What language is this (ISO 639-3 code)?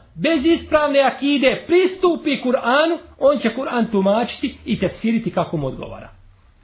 bos